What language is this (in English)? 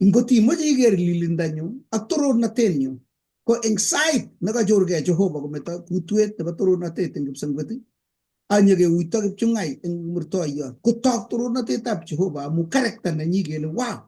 Kalenjin